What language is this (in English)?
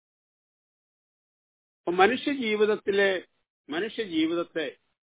Malayalam